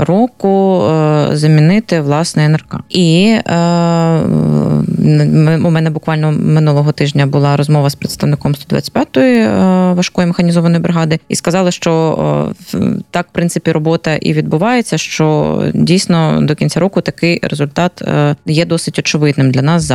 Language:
Ukrainian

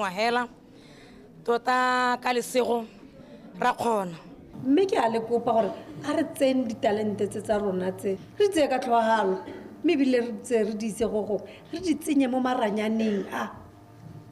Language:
Tswana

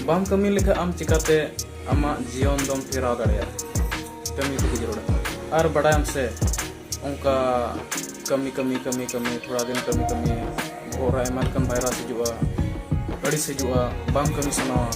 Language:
Santali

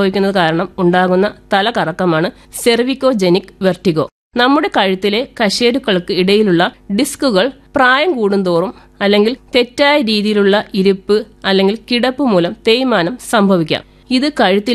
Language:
Malayalam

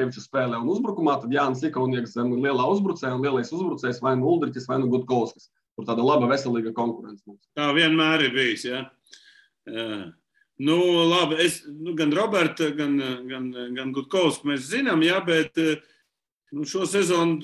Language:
Latvian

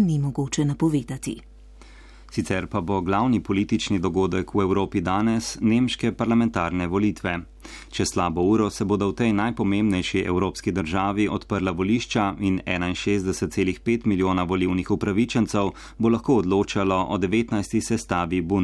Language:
Slovenian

